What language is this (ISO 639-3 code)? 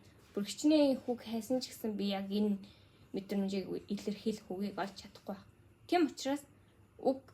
mon